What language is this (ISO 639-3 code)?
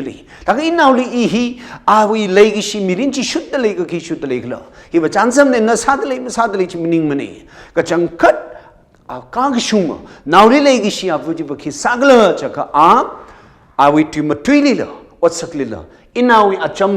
nmf